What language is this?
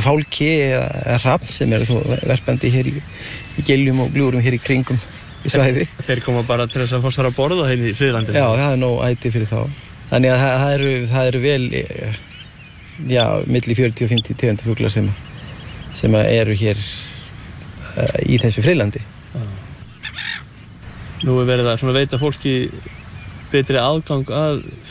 Icelandic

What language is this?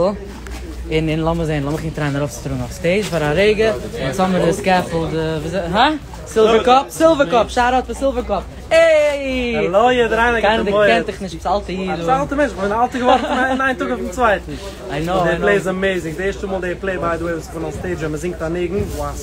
Yiddish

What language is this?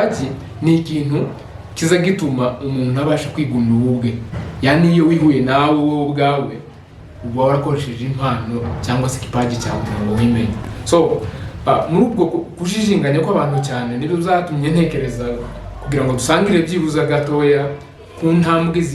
Kinyarwanda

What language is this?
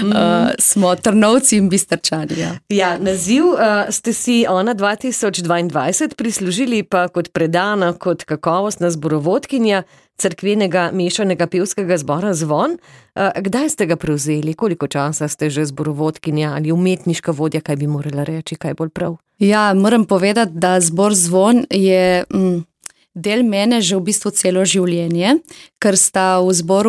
Slovenian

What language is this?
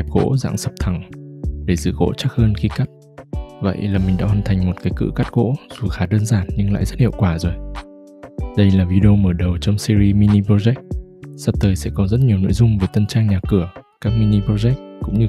Vietnamese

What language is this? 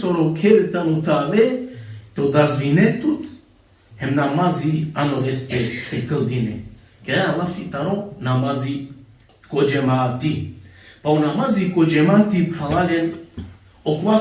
Balkan Romani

